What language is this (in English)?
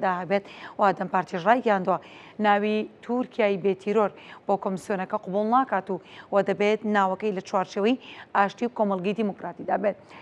Central Kurdish